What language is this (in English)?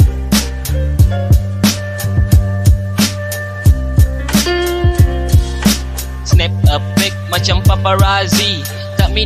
Malay